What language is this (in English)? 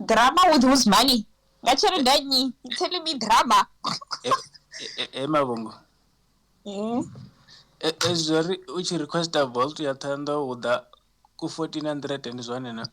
Venda